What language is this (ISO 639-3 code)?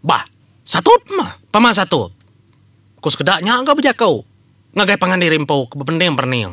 iba